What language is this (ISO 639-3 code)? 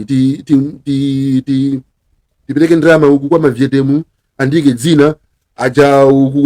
nya